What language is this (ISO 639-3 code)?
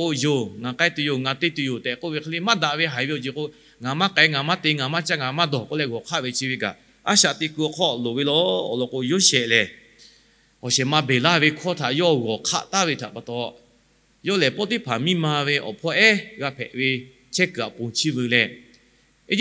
lhu